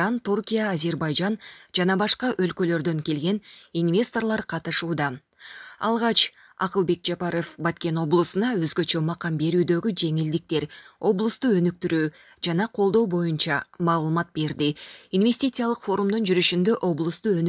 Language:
Kyrgyz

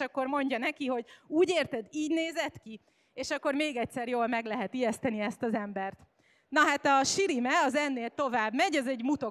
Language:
Hungarian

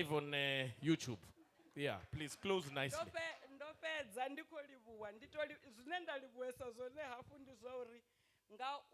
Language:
Venda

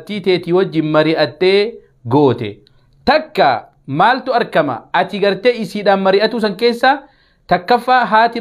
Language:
Oromo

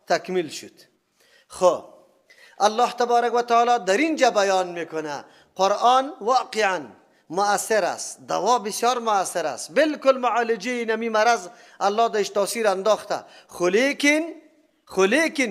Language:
Persian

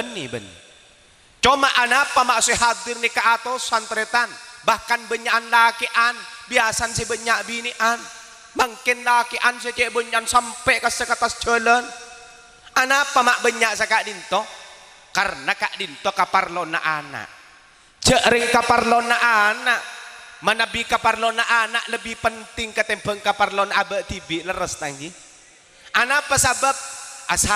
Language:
Madurese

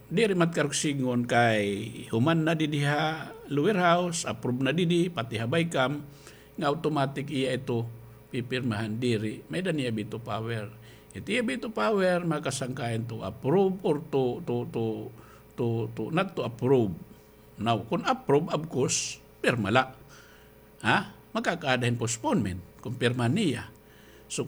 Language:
Waray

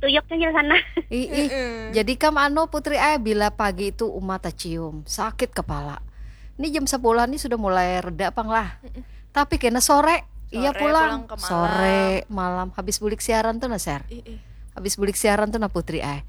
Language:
Banjar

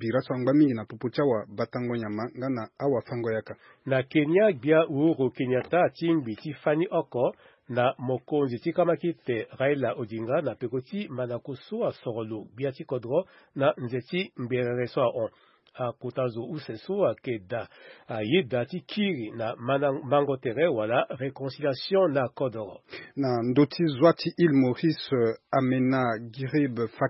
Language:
Sango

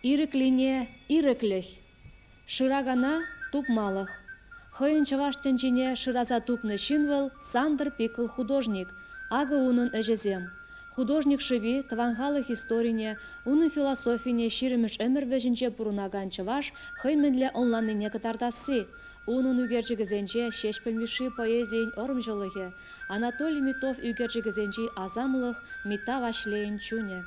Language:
Chuvash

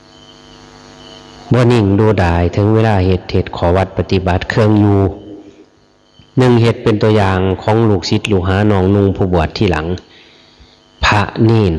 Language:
Lao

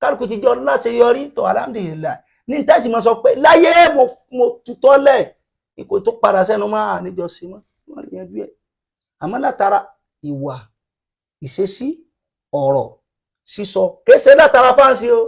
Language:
Yoruba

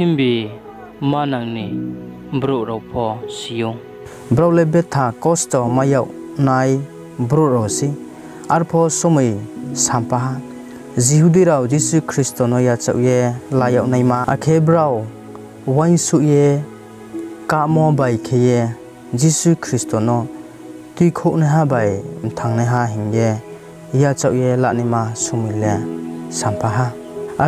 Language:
Riang (India)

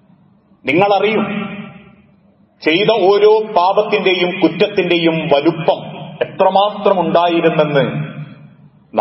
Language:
Malayalam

